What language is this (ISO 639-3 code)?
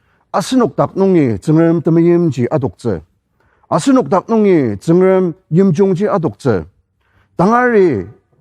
njo